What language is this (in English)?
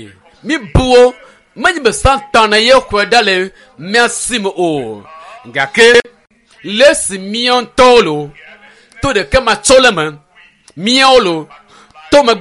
Ewe